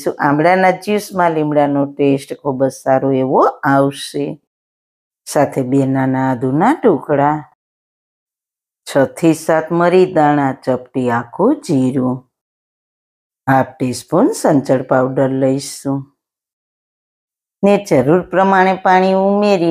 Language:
Gujarati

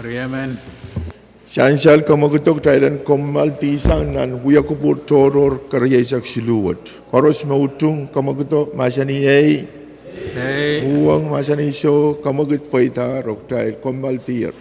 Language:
Pohnpeian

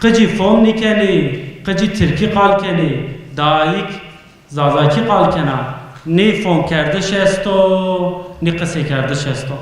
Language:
Zaza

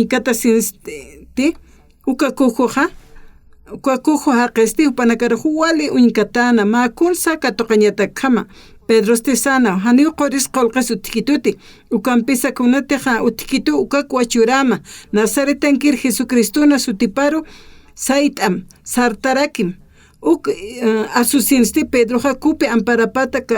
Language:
Aymara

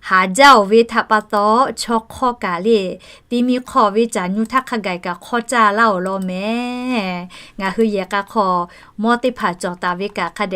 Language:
Lahu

